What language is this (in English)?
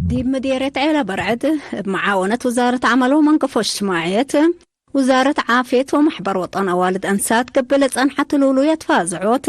Tigre